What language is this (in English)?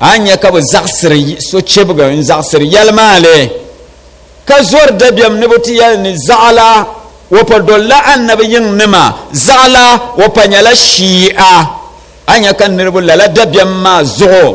Dagbani